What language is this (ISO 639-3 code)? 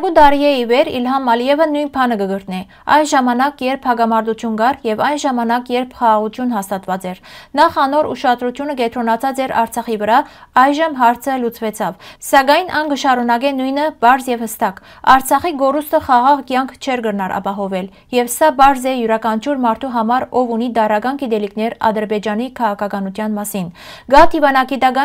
hyw